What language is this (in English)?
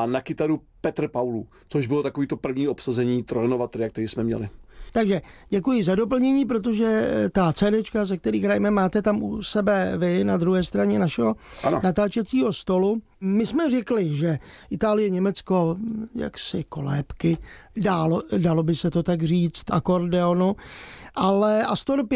Czech